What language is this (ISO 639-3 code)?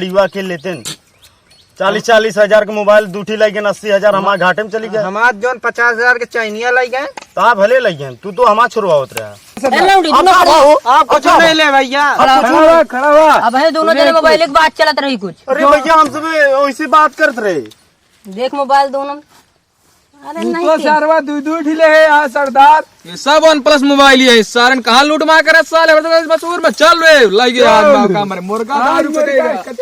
awa